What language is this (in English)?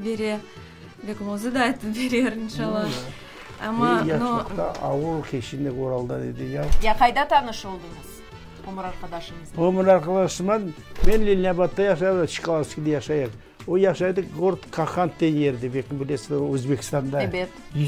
Crimean Tatar